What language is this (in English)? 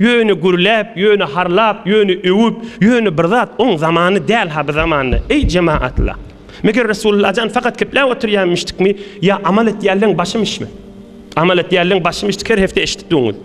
Turkmen